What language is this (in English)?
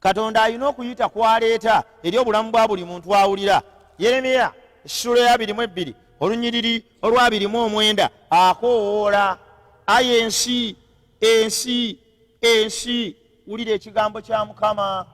Ganda